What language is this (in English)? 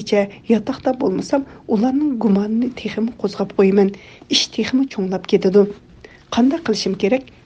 Uyghur